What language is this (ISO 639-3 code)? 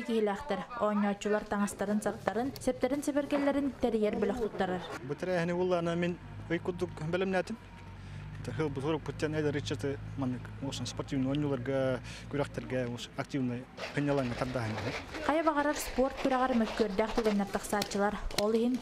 sah